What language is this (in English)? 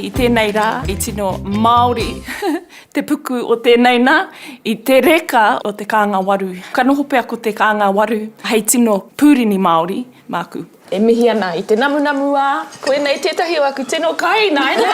Māori